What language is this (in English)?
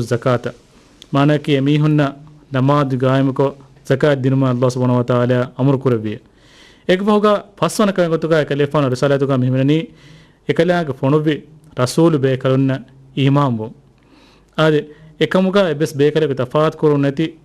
Divehi